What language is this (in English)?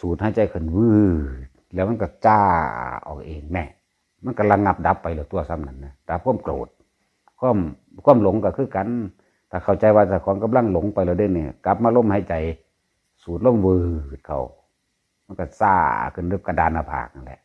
Northeastern Thai